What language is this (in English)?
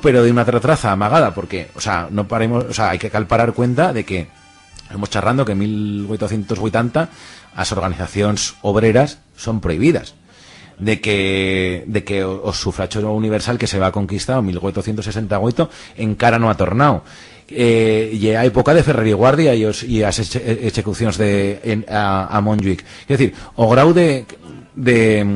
Aragonese